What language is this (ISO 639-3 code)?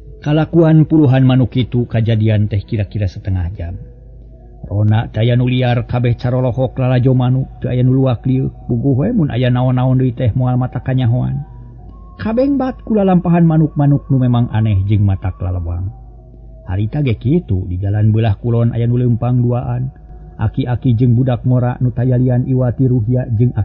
sun